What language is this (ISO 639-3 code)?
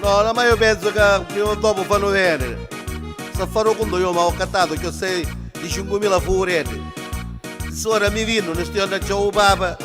nap